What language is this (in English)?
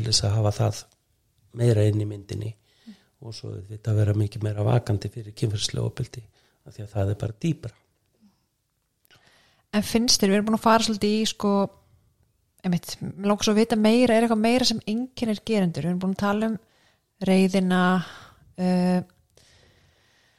Icelandic